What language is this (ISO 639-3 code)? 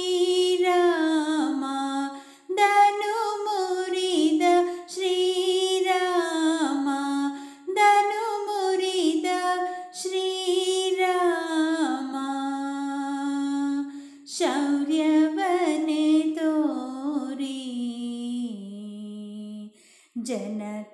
kan